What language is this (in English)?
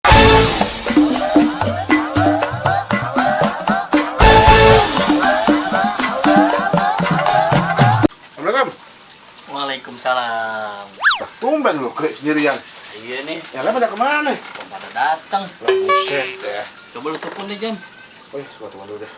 Betawi